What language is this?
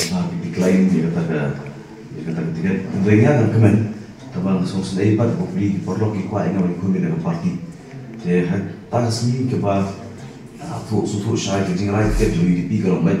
Khasi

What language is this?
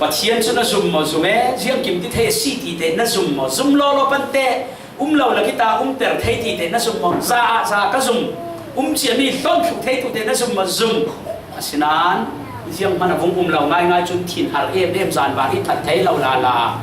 Falam Chin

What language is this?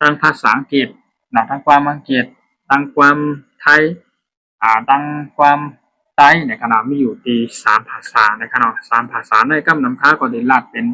Shan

